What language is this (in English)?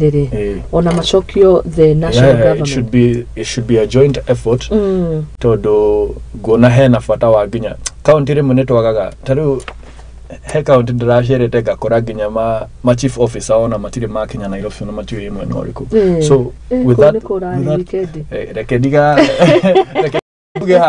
Kikuyu